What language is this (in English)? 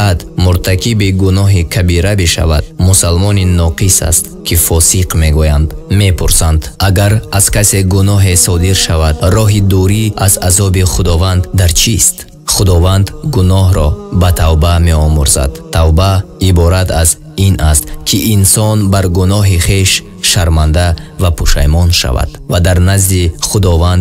Tajik